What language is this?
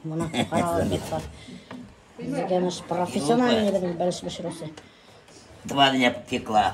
Bashkir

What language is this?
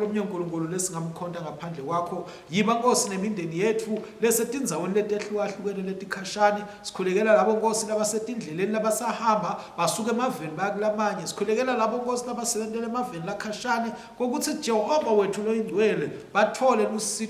Swati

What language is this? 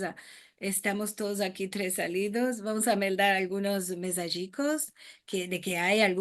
Ladino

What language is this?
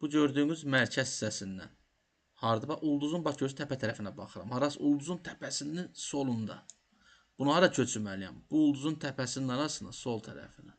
Azerbaijani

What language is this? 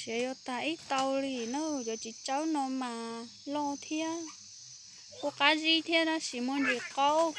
Hmong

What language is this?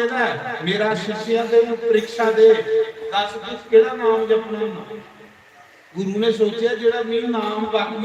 Dogri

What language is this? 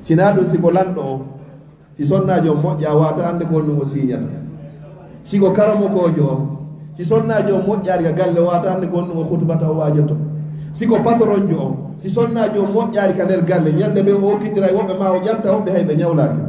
Fula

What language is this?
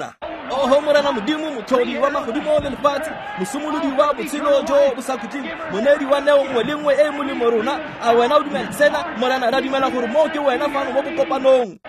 Tswana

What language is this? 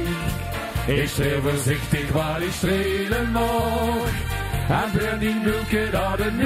Limburgish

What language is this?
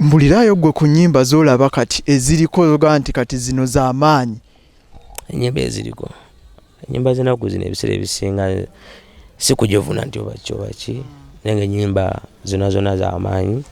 Ganda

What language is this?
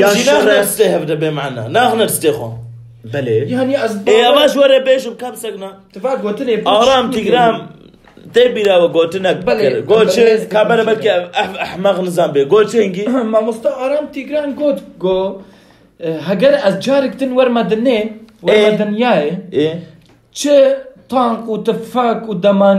Kurdish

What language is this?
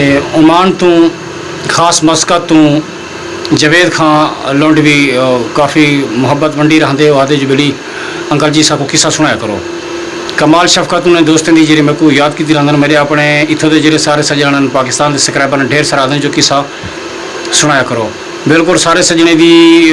Saraiki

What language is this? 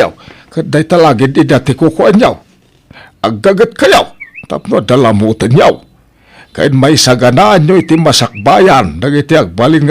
Iloko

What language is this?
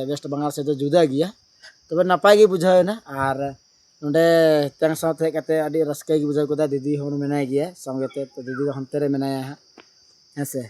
Santali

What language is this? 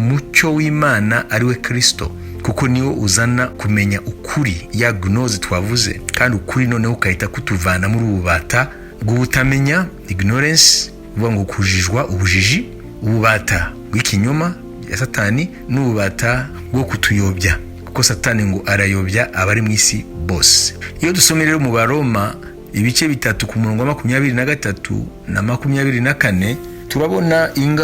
Kinyarwanda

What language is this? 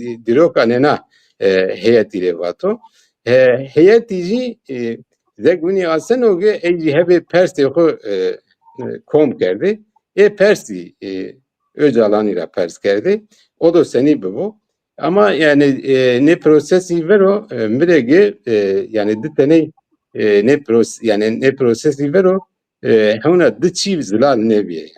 Zaza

